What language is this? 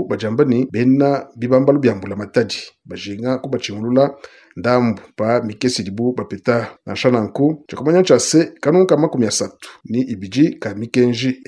Luba-Lulua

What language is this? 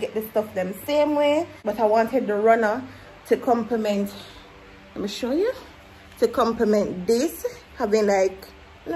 Jamaican Creole English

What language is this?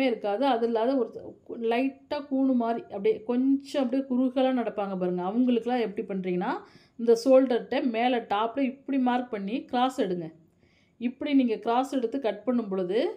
Tamil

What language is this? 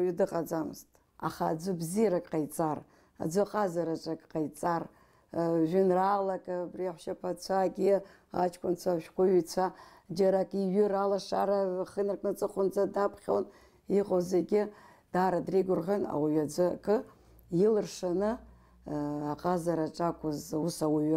Abkhazian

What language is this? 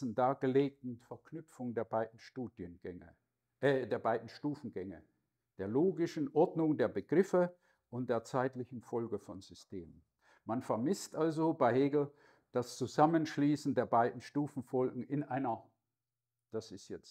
German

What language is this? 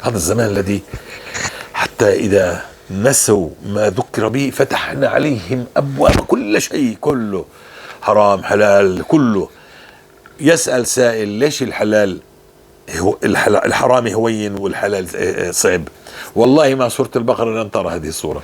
North Levantine Arabic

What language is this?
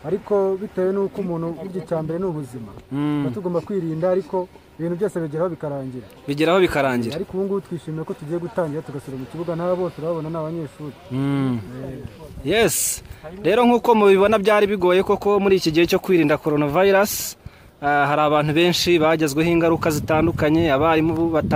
Kinyarwanda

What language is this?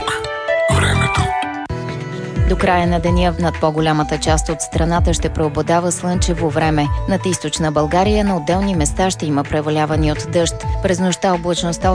Bulgarian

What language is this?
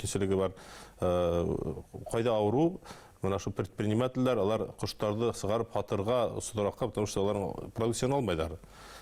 Bashkir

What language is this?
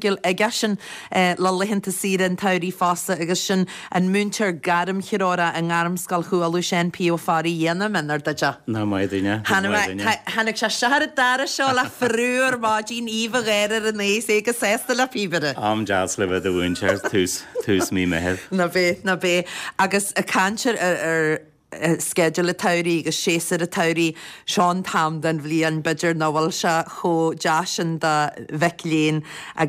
Irish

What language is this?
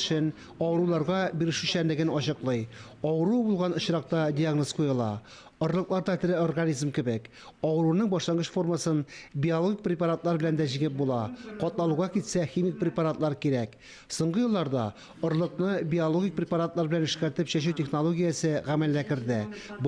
Tatar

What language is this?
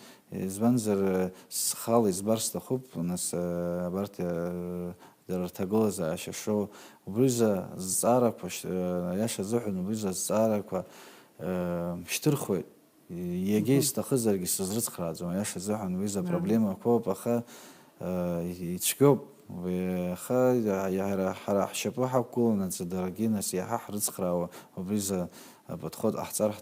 Abkhazian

